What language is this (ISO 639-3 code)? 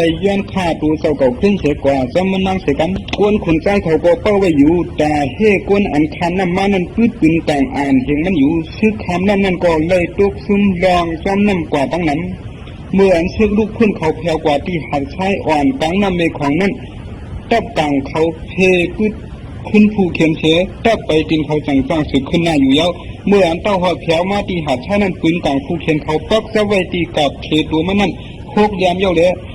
shn